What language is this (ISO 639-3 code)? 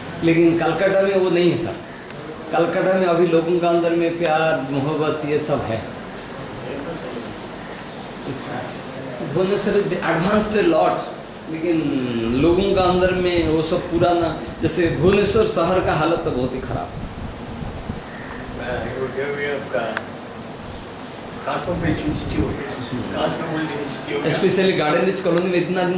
hin